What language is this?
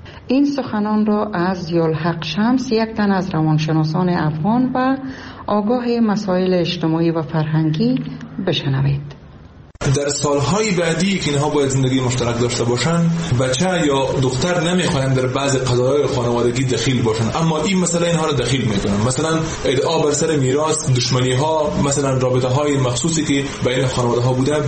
Persian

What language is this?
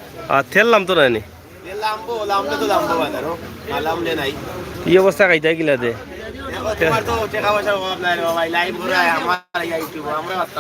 Sylheti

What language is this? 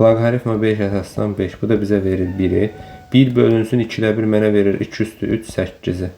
Azerbaijani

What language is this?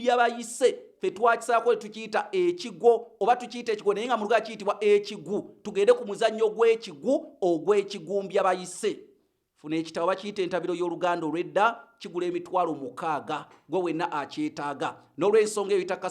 Ganda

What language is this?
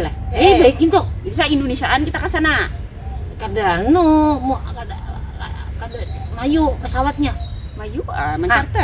Banjar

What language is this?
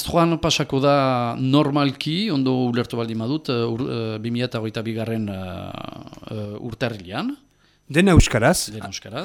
Basque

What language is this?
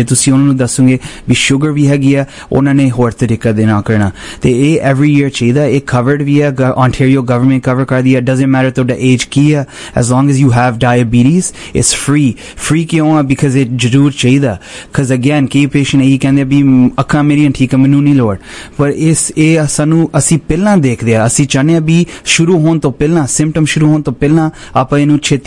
Punjabi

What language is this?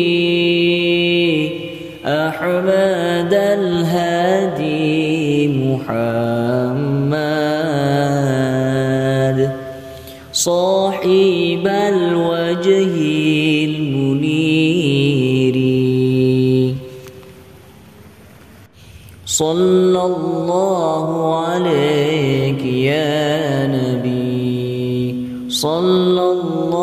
Arabic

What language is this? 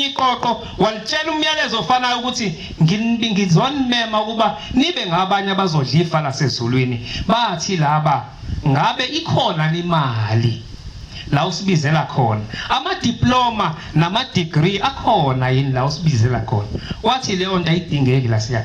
Zulu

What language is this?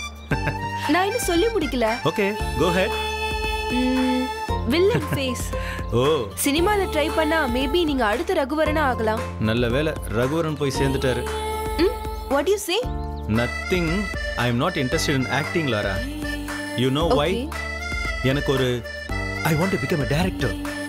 Tamil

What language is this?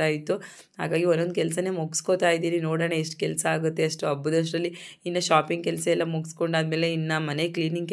Kannada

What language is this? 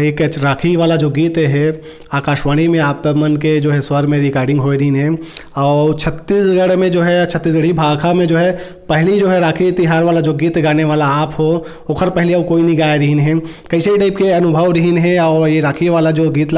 Chhattisgarhi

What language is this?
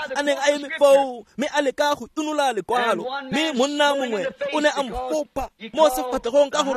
Tswana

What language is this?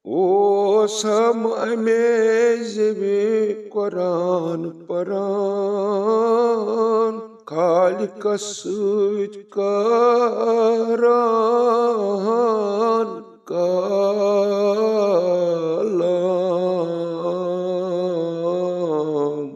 Kashmiri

